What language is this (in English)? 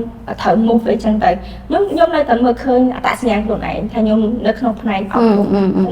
Khmer